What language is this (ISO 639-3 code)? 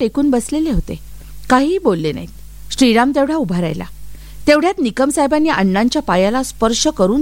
mar